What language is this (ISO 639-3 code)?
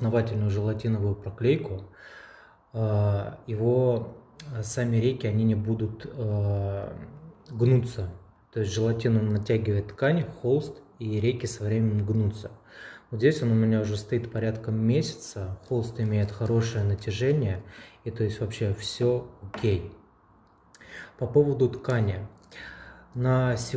rus